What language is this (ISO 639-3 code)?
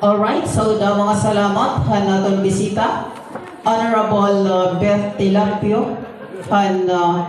war